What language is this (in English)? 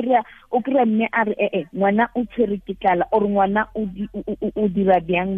Tswana